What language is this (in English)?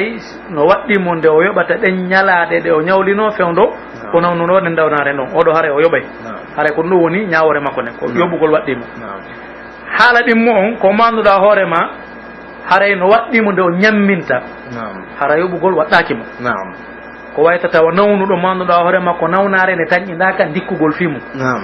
Pular